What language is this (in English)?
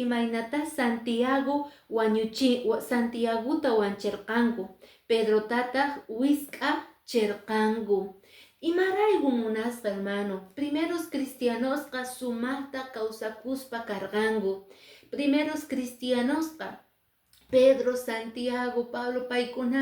Quechua